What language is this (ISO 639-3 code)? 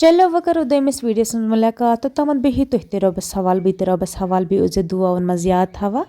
kas